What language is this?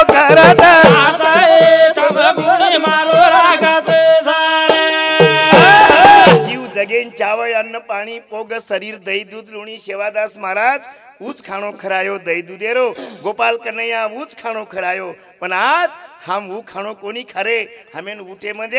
Lambadi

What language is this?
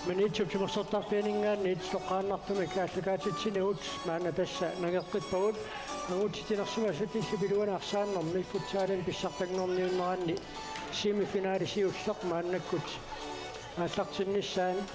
Kalaallisut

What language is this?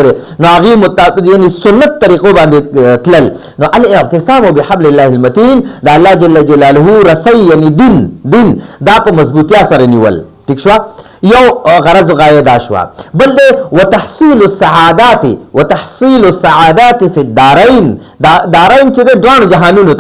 Pashto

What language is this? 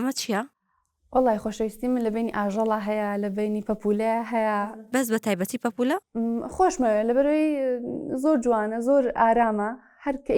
Central Kurdish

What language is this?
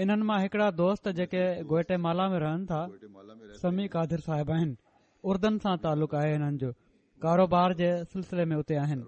Sindhi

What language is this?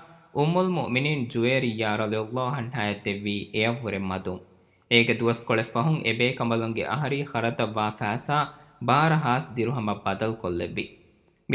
Divehi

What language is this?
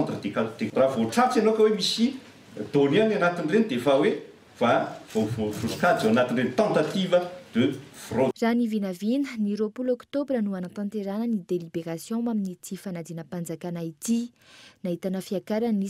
Malagasy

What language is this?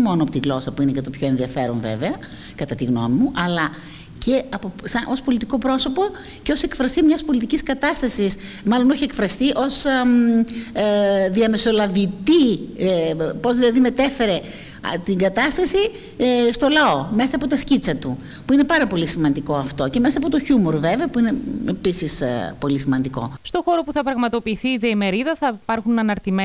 Greek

